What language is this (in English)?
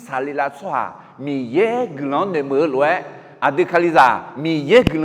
Akha